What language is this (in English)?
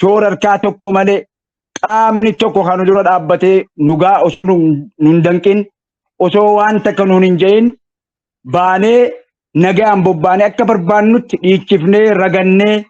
Oromo